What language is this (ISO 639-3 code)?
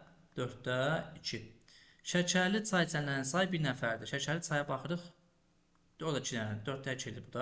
aze